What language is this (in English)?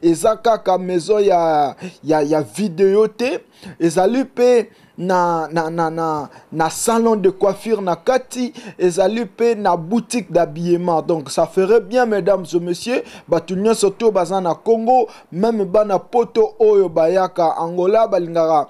Lingala